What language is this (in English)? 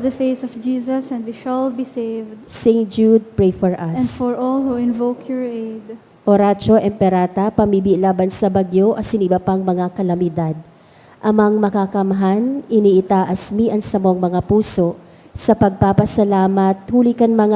Bikol